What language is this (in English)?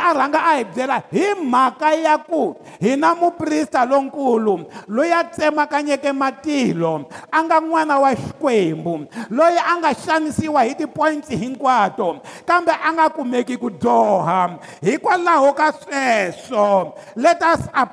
Tsonga